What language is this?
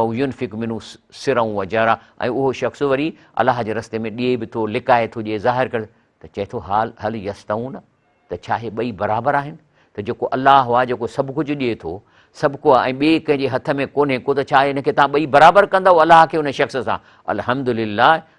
Sindhi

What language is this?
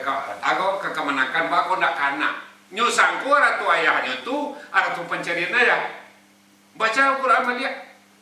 Minangkabau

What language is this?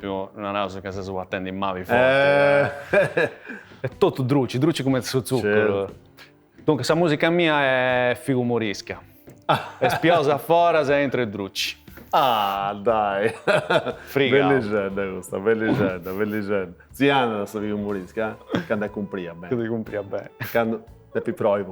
Sardinian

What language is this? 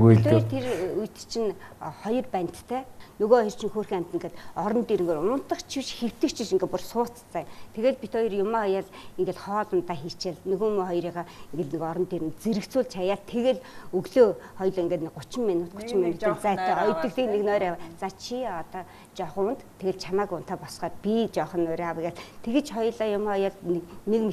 Mongolian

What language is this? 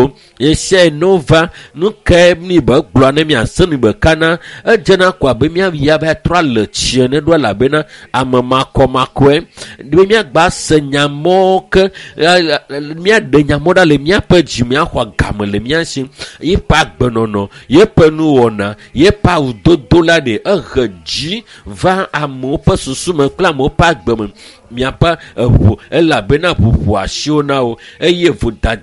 Ewe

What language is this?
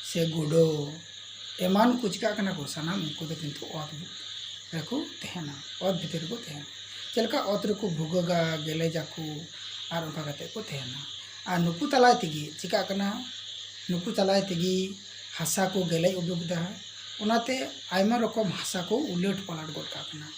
Santali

